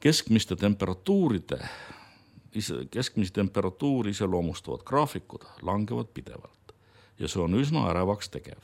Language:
Estonian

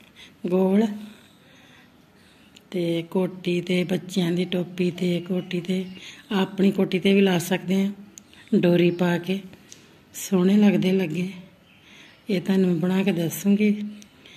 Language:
Punjabi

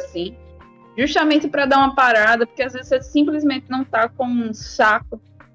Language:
Portuguese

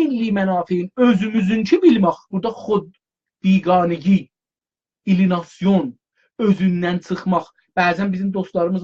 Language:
South Azerbaijani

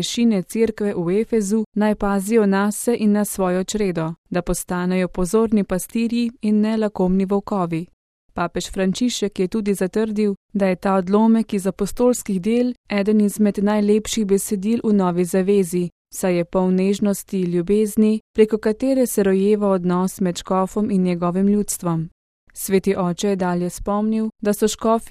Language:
Slovenian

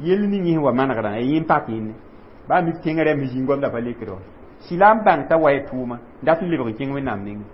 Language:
Mossi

